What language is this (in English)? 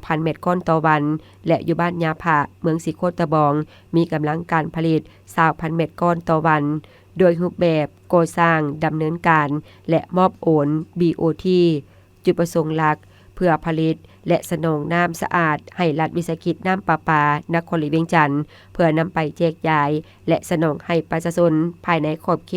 Lao